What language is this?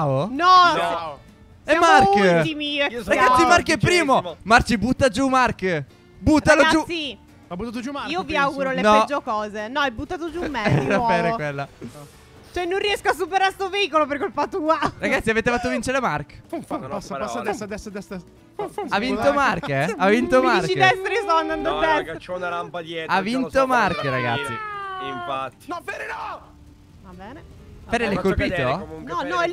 Italian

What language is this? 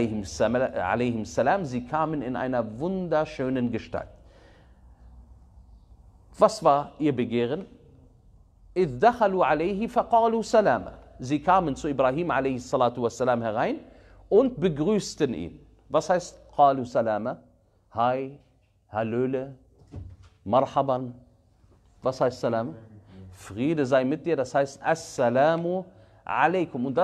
German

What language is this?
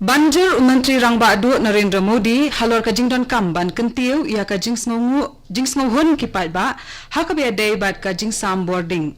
Khasi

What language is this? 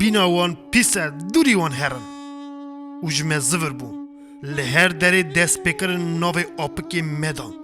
Kurdish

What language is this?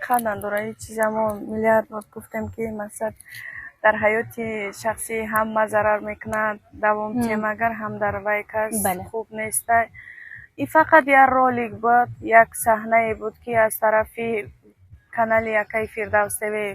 Tajik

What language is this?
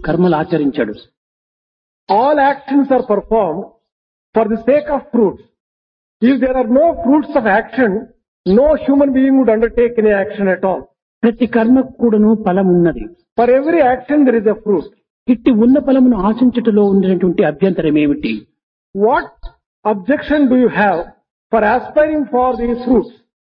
Telugu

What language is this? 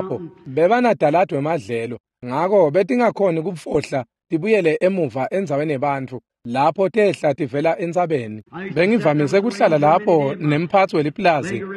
Swati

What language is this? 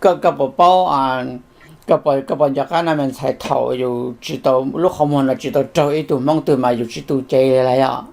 Hmong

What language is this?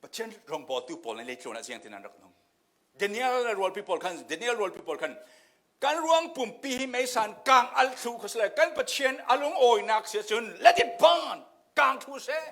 Falam Chin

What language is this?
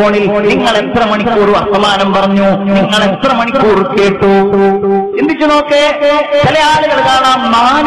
Malayalam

